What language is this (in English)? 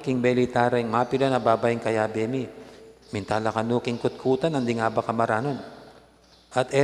Pampanga